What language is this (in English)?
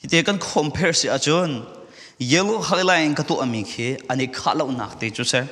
Falam Chin